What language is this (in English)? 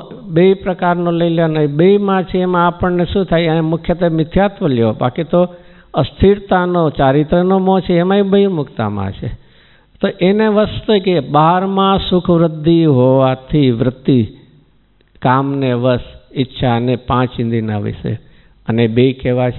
Gujarati